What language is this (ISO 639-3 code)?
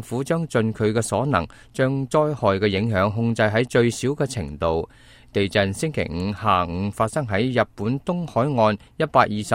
yue